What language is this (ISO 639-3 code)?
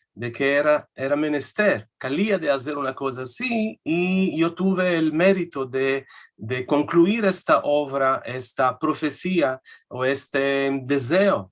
lad